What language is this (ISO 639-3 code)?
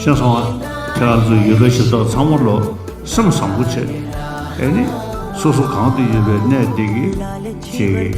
bod